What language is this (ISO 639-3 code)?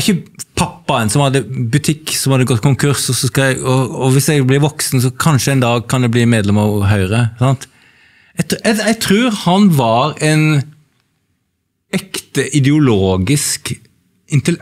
nor